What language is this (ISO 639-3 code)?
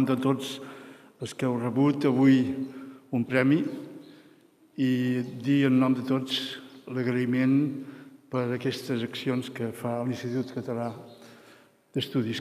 cat